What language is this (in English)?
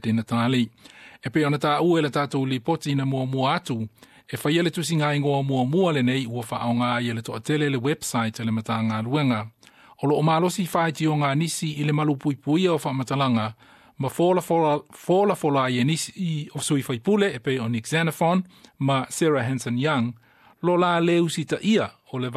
Samoan